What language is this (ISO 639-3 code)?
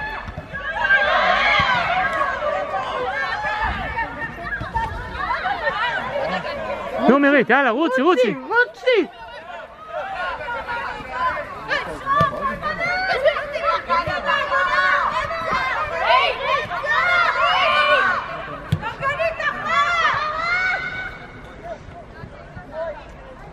heb